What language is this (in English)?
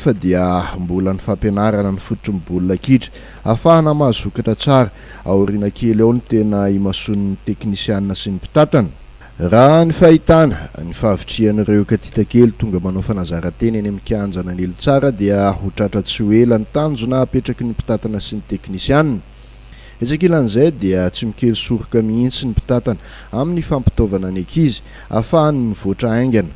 Malagasy